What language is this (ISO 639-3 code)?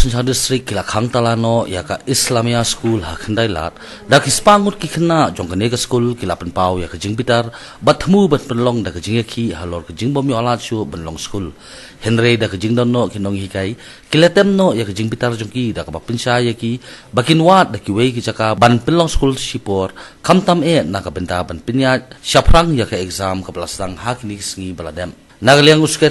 kha